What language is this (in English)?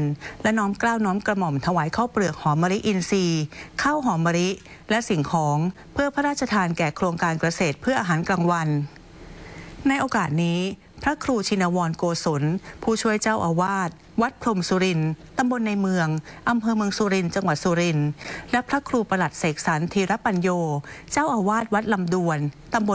Thai